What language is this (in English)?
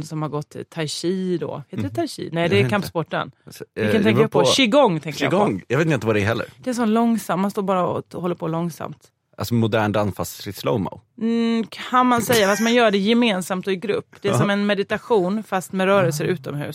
Swedish